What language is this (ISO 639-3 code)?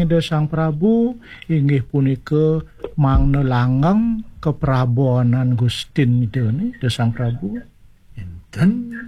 ban